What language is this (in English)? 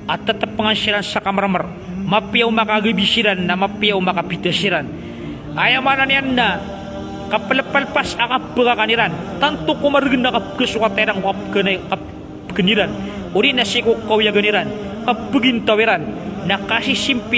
Maranao